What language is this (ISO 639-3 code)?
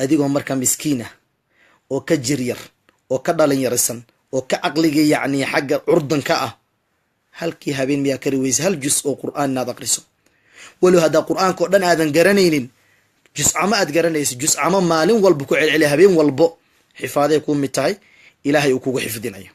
som